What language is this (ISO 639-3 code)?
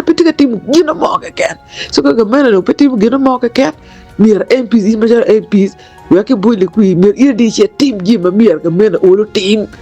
ach